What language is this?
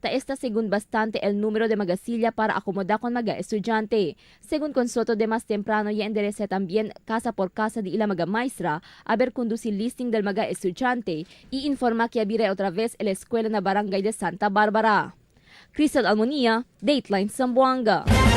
Chavacano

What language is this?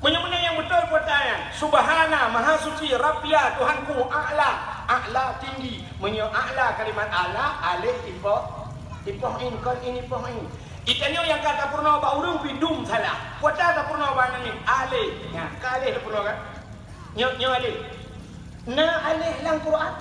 Achinese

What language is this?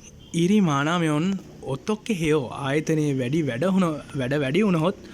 Sinhala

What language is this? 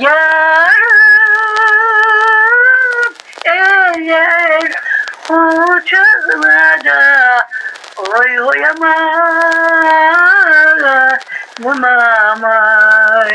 Crimean Tatar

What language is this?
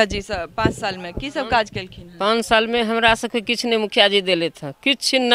Maithili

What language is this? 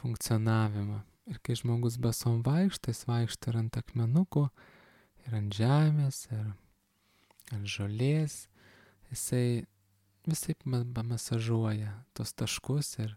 Lithuanian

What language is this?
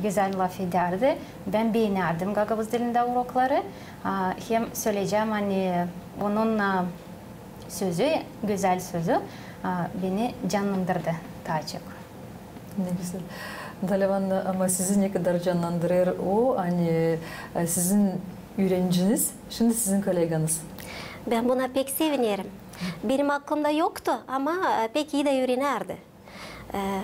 Gagauz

